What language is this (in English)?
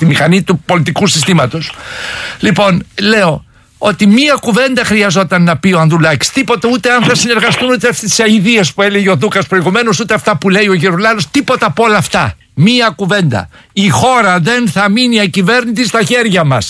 Greek